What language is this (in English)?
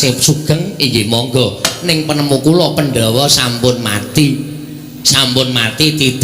Javanese